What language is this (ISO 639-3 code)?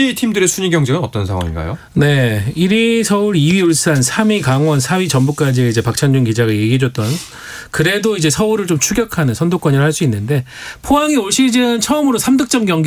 kor